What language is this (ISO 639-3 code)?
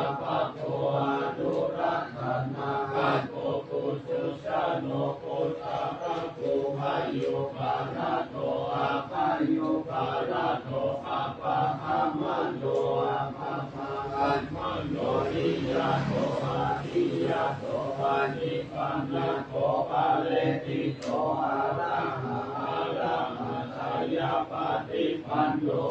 pli